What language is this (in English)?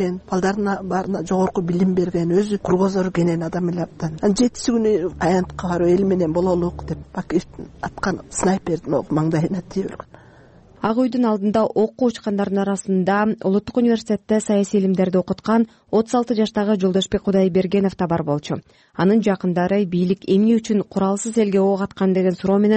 Kyrgyz